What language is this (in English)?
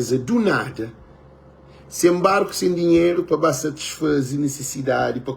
Kabuverdianu